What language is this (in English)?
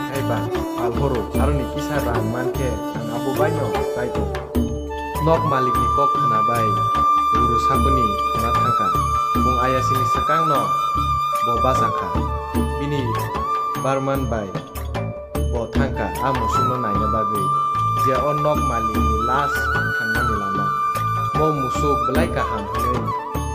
Kok Borok